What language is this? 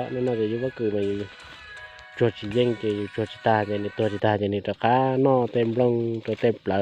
Hmong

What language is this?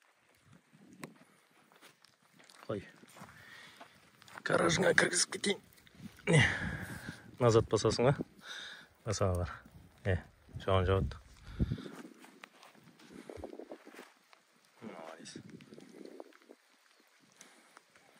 Kazakh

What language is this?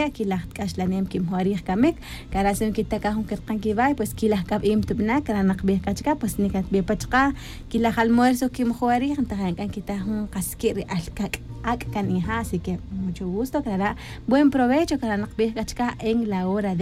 Tz'utujil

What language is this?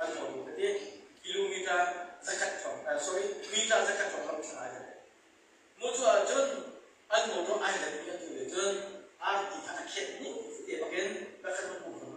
Hakha Chin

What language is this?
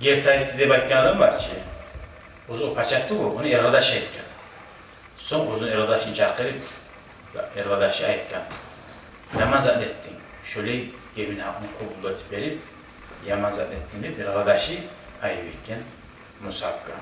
Kumyk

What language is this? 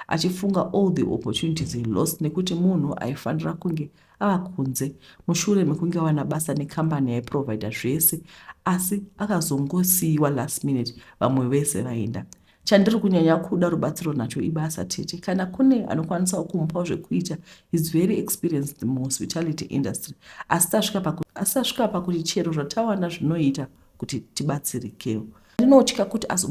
Shona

